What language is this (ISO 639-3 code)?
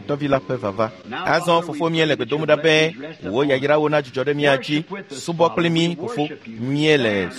ewe